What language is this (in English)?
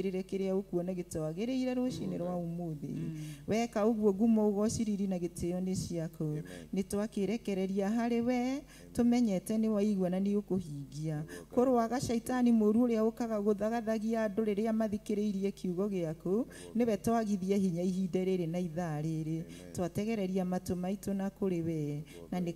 Kikuyu